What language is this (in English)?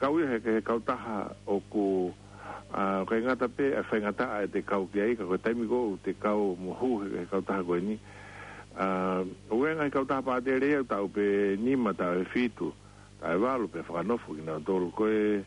Tongan